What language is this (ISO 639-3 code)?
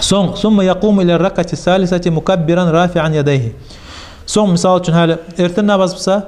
kum